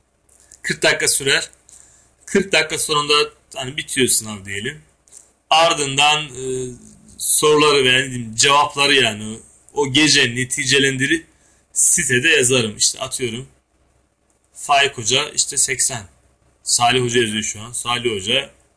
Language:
Turkish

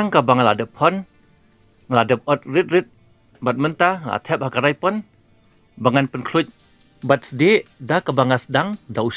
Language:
Khasi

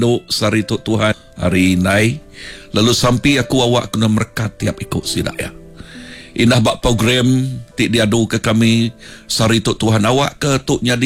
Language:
Iban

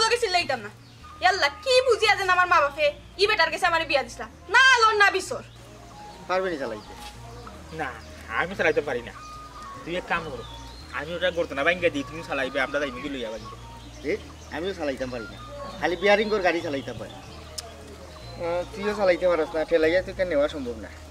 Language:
Sylheti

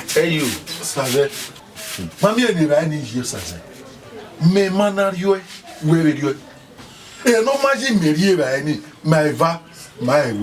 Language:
Bini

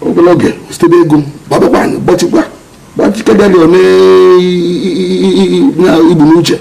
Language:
Igbo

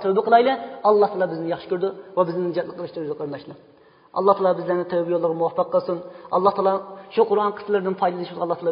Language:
Uyghur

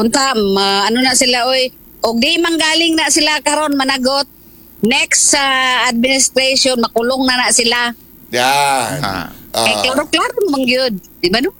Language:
Cebuano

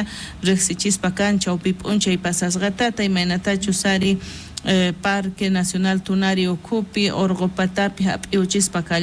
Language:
South Bolivian Quechua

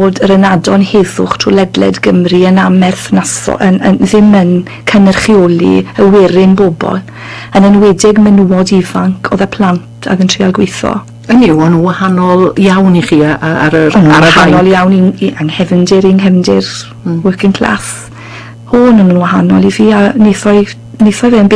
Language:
Welsh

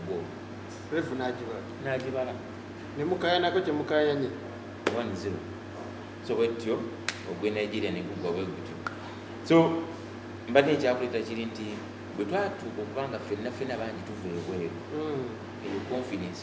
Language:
Ganda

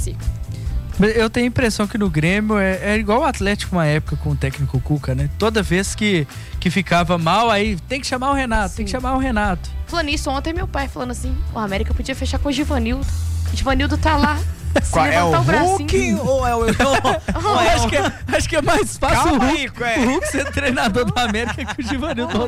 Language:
Portuguese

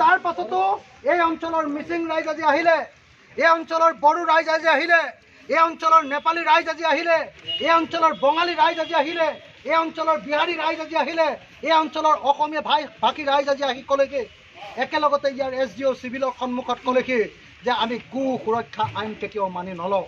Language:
Assamese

